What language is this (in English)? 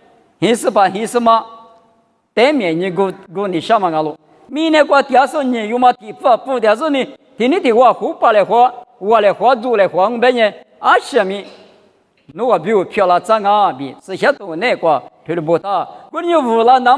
Lisu